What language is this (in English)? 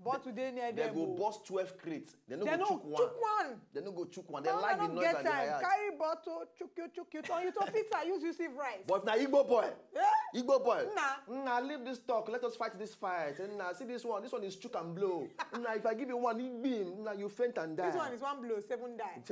Nigerian Pidgin